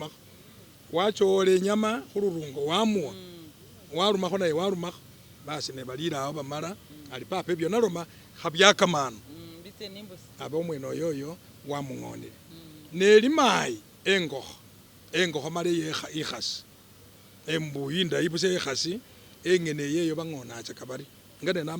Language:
Masaaba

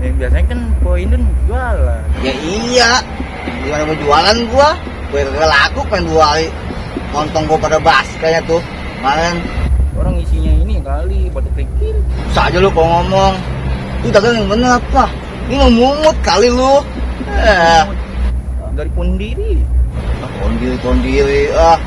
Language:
Betawi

